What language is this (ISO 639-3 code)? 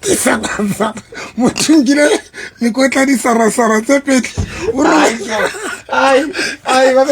sot